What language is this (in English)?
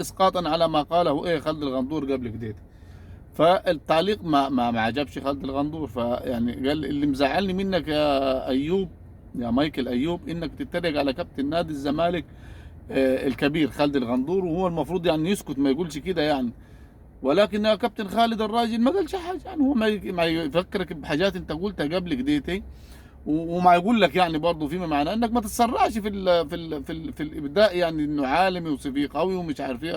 Egyptian Arabic